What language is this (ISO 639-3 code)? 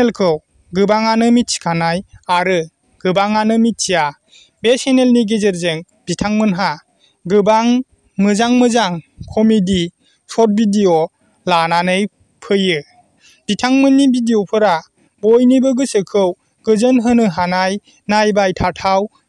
brx